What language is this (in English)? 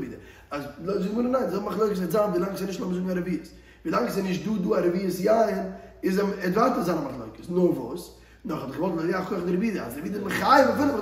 Yiddish